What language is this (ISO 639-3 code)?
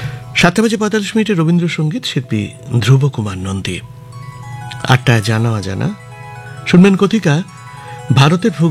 ben